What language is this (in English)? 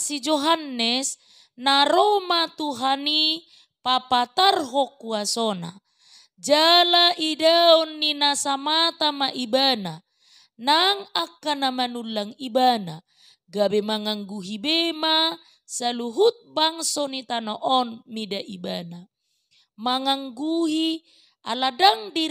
Batak Toba